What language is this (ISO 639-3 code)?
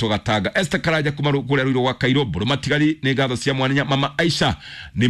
kik